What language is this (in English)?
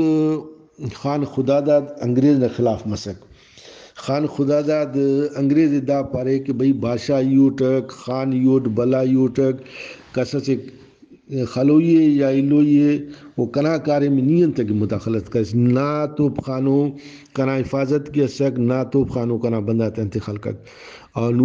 Brahui